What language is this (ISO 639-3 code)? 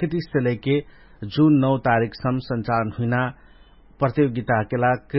thl